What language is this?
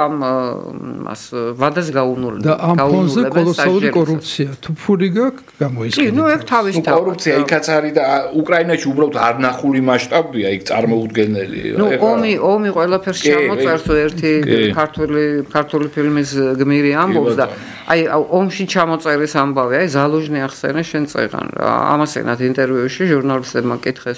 Georgian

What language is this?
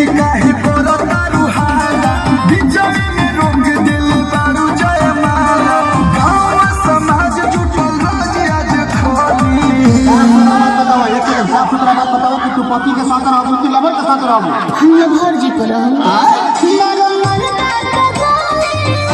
Bhojpuri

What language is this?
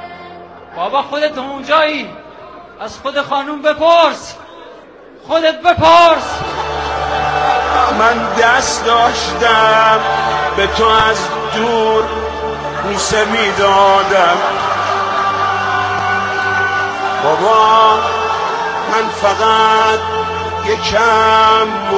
Persian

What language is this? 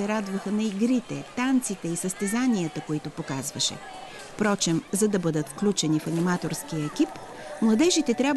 Bulgarian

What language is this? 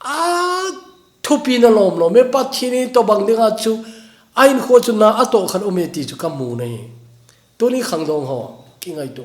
Thado Chin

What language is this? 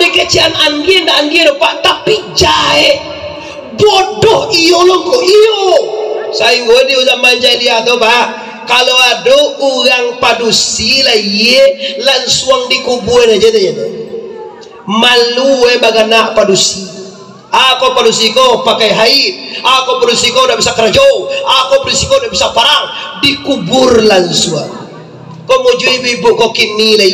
Minangkabau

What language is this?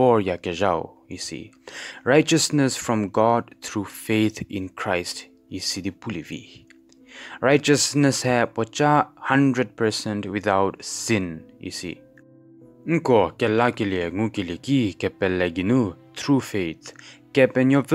Angami Naga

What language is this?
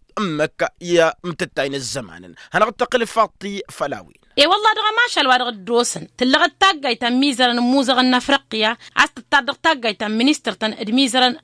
Tamasheq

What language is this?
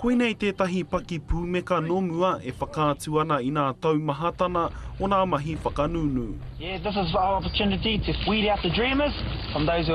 Māori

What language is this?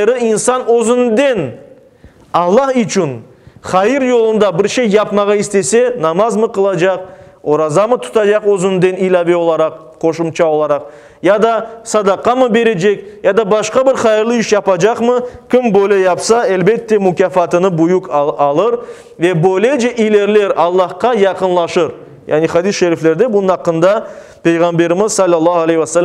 Crimean Tatar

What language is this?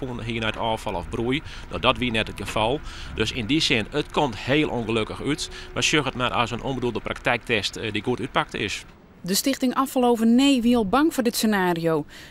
Western Frisian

